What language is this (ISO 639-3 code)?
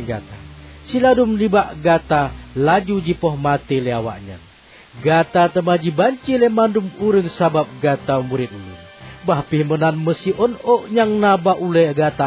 ace